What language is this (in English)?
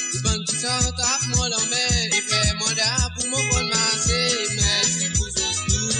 Morisyen